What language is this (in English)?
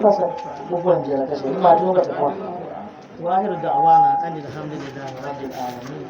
Dagbani